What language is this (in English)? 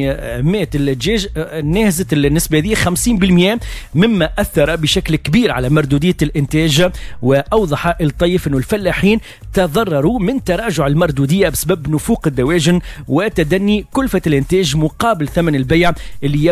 Tunisian Arabic